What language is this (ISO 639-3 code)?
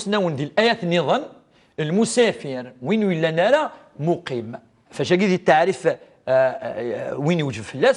kab